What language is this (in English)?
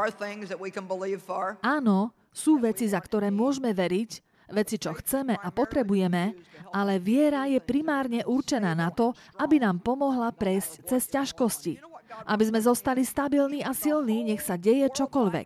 Slovak